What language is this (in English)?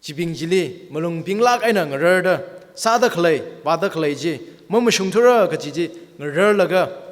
Tangkhul Naga (India)